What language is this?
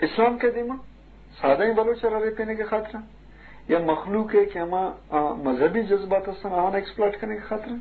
Eastern Balochi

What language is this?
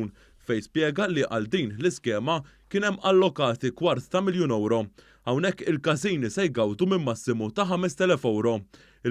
Maltese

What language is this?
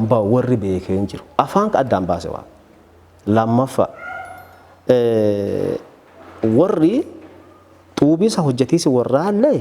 Oromo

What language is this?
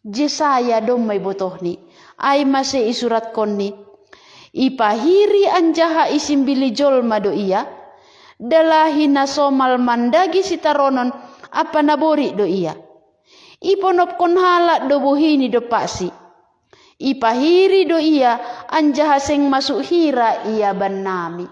Batak Simalungun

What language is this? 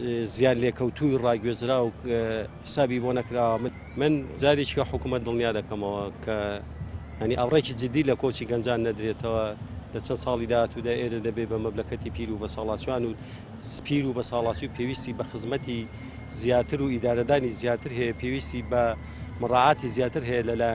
Central Kurdish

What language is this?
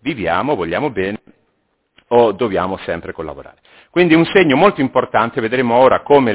Italian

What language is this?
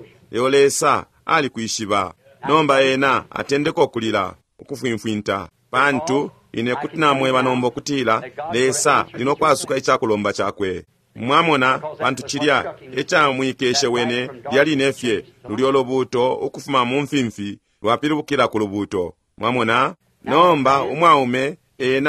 Bemba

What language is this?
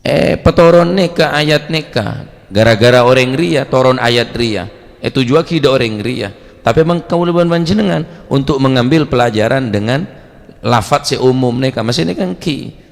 Madurese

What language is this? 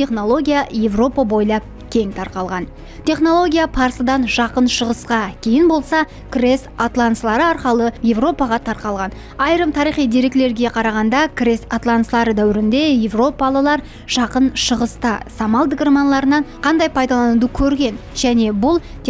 Kara-Kalpak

